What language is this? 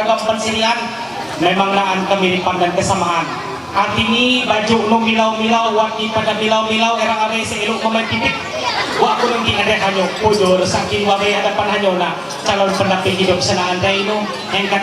Ma'anyan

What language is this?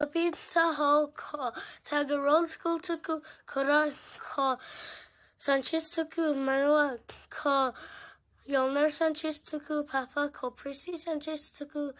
Māori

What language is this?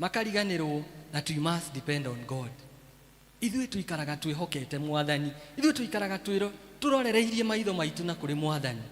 Kikuyu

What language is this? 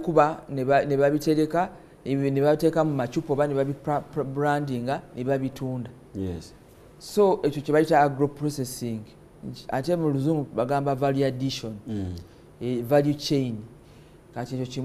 Ganda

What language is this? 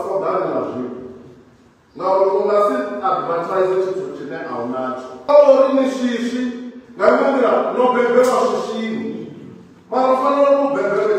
Venda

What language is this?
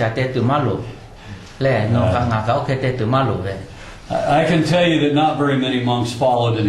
Lahu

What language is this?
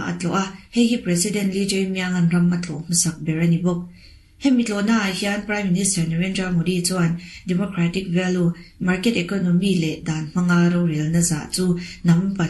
Mizo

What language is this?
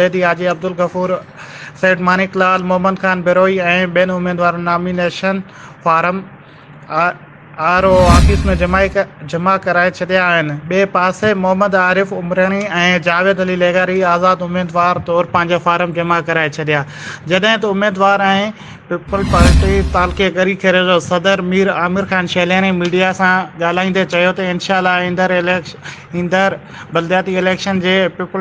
Sindhi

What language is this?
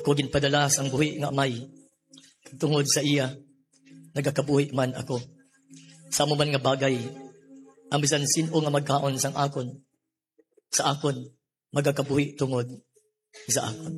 Hiligaynon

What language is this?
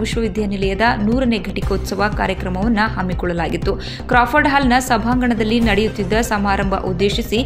Kannada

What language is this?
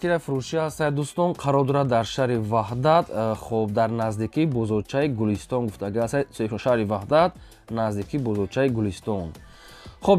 Tajik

